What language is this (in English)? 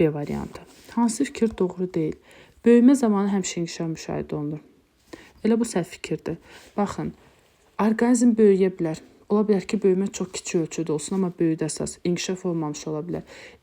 Azerbaijani